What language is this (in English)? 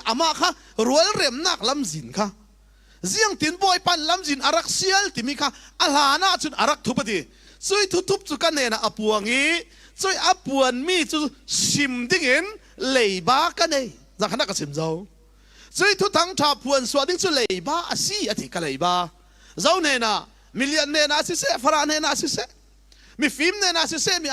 Falam Chin